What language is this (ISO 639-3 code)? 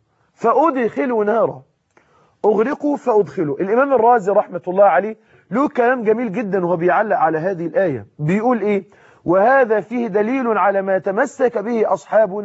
arz